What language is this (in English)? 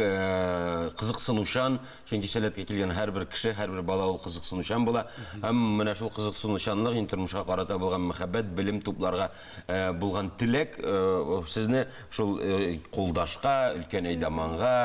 Tatar